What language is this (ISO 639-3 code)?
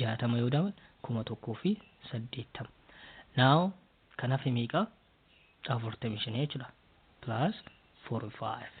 orm